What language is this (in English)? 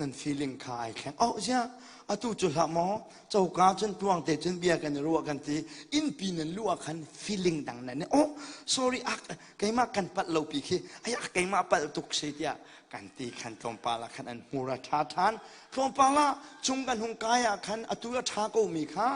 Hakha Chin